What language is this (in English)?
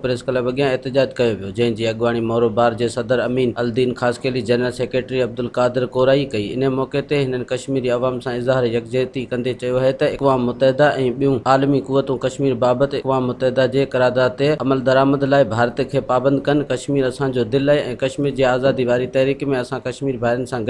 Sindhi